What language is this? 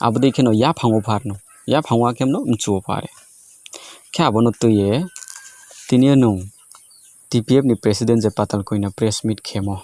Riang (India)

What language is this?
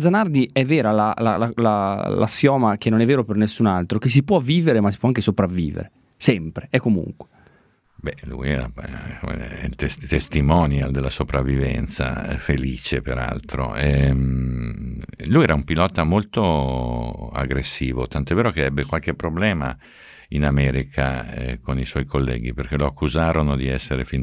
Italian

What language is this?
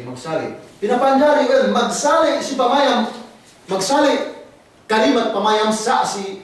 Yakan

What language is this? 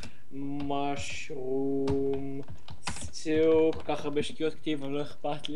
Hebrew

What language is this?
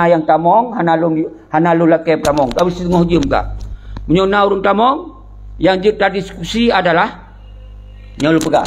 Achinese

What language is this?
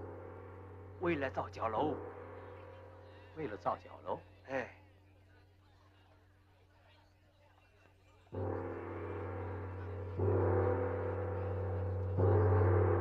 Chinese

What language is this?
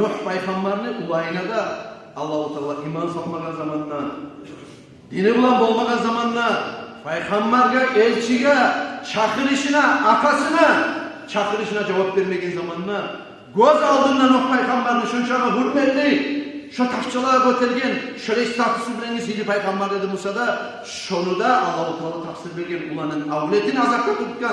Kumyk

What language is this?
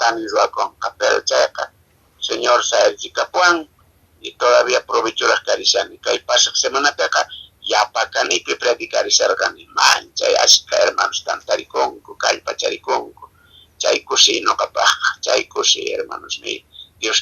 Quechua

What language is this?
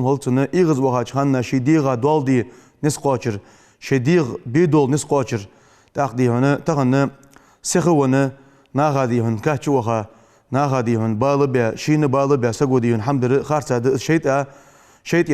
Ingush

